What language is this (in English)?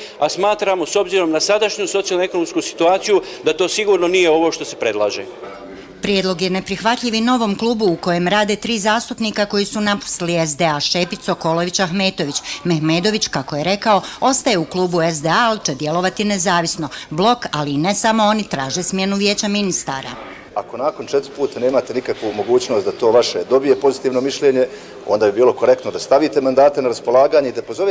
Bosnian